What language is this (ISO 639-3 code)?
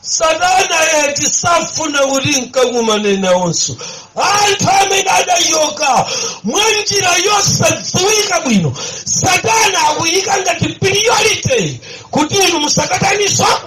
nya